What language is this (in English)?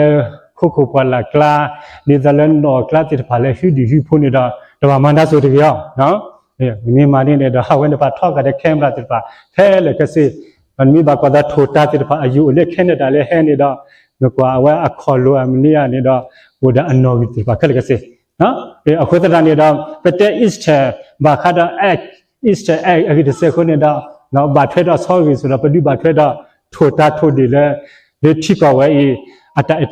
S'gaw Karen